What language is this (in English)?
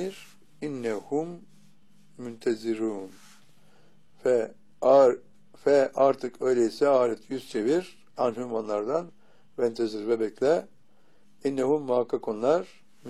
Turkish